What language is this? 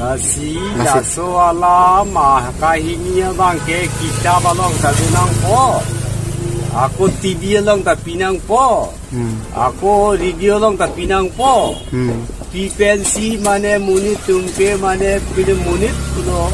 Karbi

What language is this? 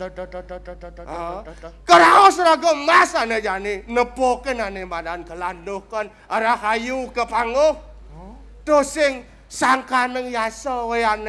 Balinese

